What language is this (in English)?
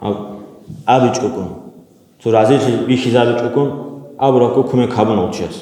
Avaric